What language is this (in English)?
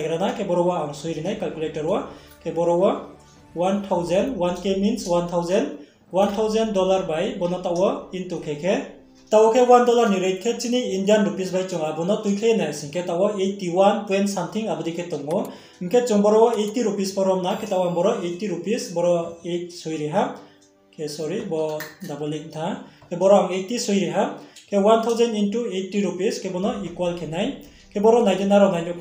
Riang (India)